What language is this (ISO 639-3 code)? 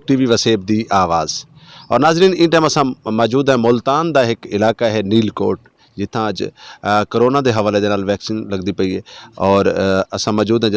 skr